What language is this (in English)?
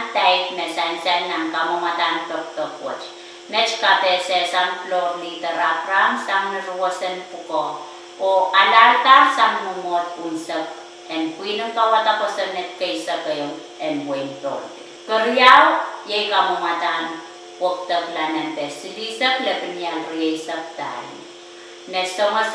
Pohnpeian